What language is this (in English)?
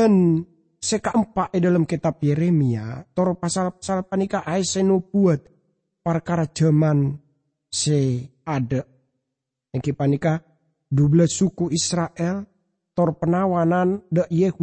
Madurese